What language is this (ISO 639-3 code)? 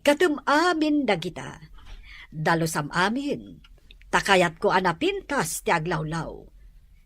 ilo